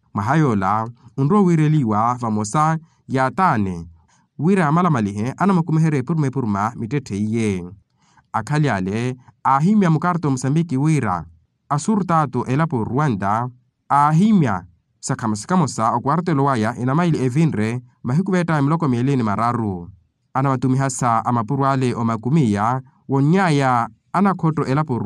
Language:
Makhuwa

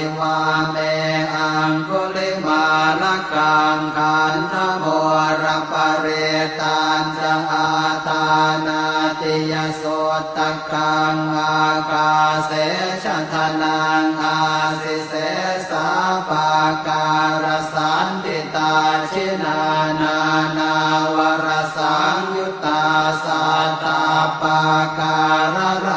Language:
Pali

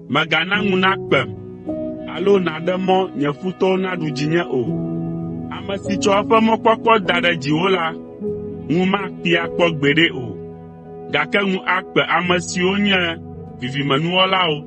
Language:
Ewe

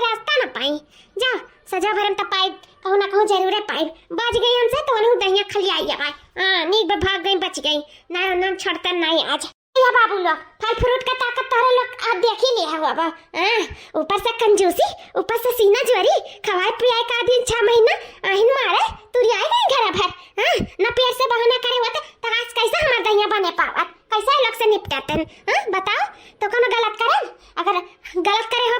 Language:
Awadhi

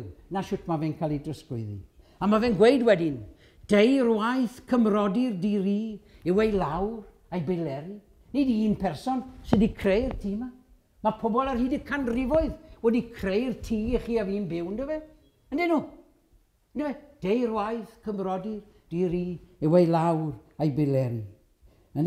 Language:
Welsh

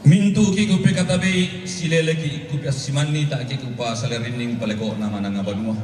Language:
Toraja-Sa'dan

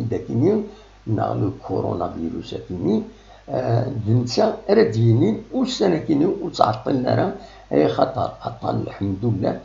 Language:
Kabyle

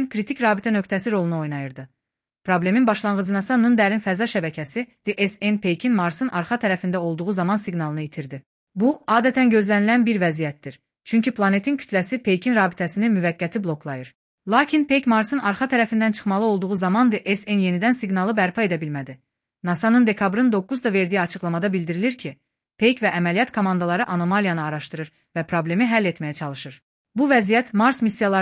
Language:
Azerbaijani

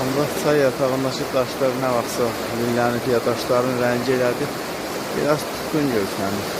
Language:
Azerbaijani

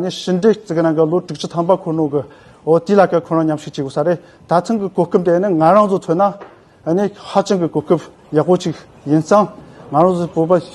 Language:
Tibetan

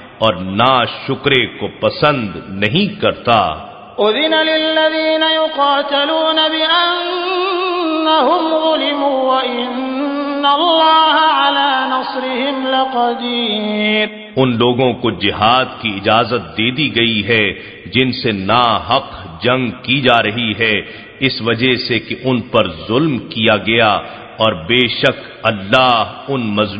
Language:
Urdu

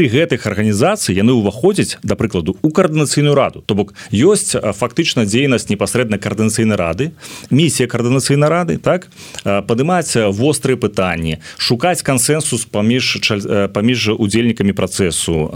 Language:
Belarusian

